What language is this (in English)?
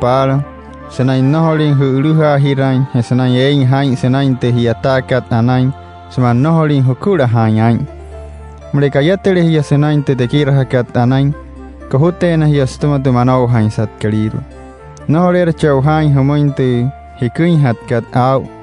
Wayuu